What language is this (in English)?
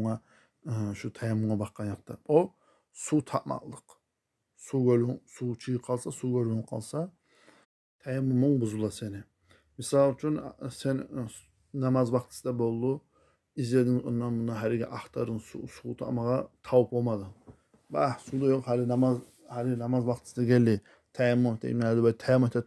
Kumyk